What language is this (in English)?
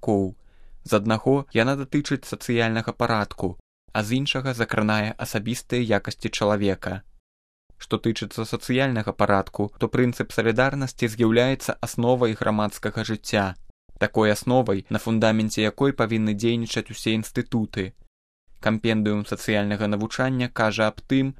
Belarusian